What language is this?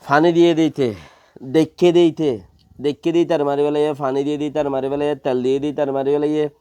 Rohingya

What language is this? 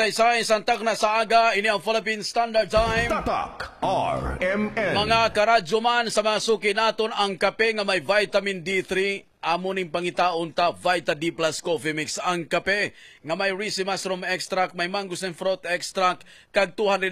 Hiligaynon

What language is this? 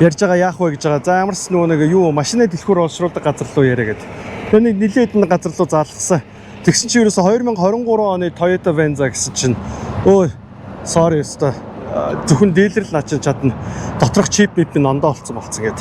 Mongolian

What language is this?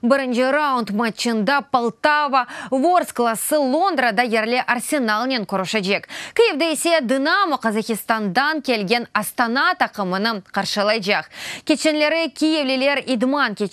Crimean Tatar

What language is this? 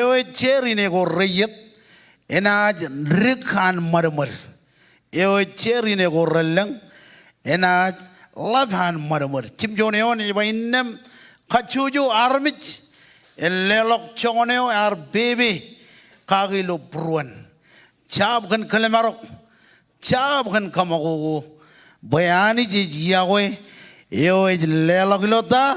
Marshallese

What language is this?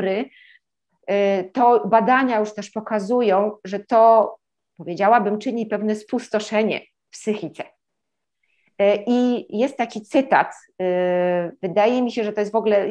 Polish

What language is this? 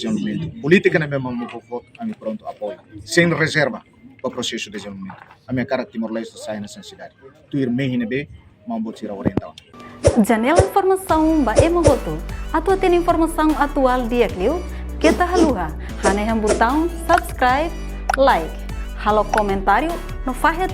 Tetum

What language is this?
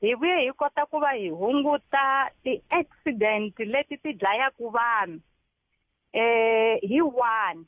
Tsonga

